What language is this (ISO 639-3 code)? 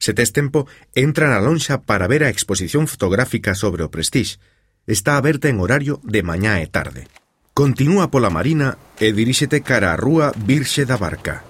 glg